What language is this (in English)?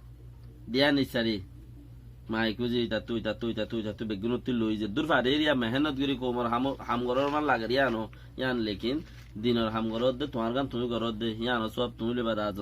Rohingya